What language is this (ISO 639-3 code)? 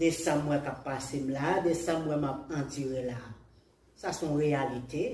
hat